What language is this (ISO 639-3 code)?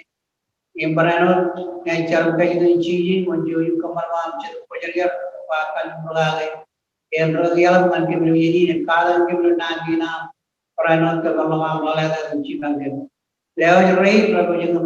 mah